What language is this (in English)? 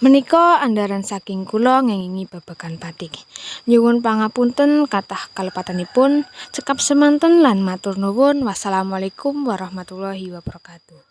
Javanese